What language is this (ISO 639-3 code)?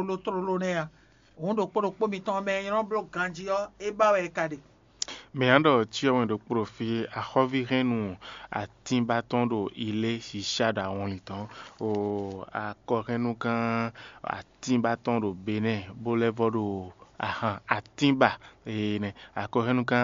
fon